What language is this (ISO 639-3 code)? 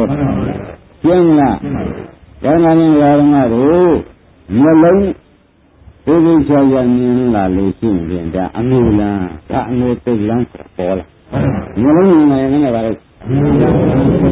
mya